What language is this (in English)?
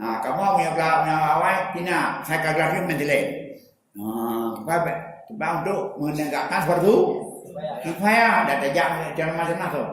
Achinese